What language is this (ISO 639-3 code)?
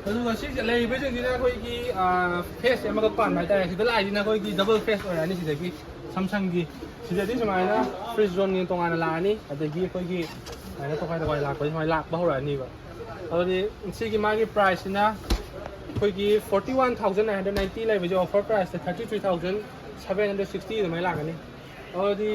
mni